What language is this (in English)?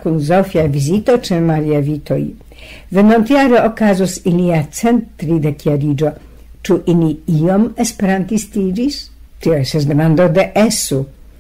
Esperanto